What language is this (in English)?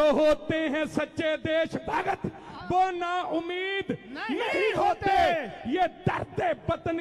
Punjabi